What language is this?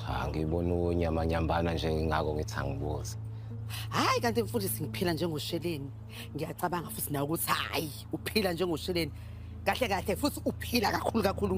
Zulu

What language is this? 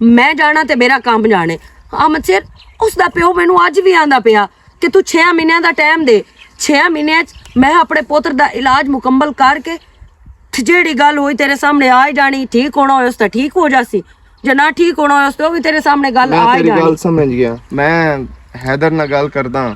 Western Panjabi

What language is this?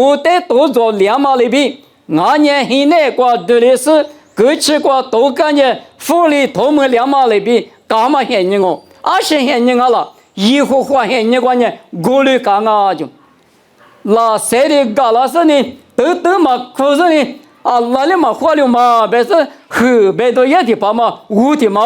Lisu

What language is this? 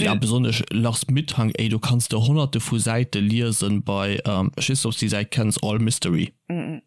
Luxembourgish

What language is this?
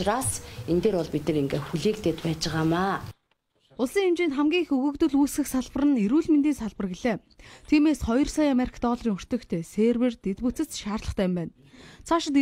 Mongolian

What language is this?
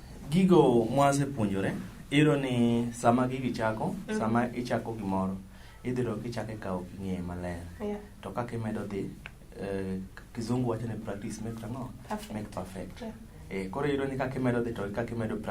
Luo (Kenya and Tanzania)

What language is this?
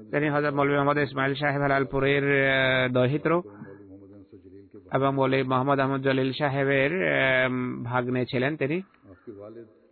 Bangla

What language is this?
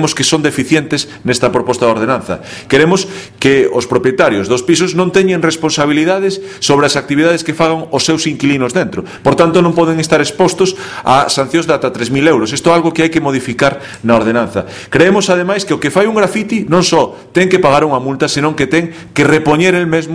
Galician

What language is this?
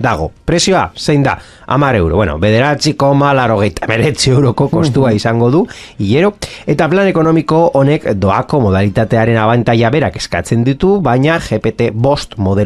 Basque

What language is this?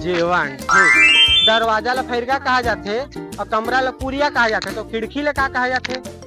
Chhattisgarhi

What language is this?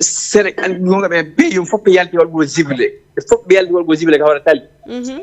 Fula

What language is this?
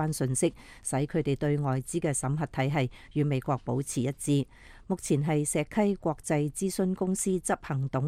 Cantonese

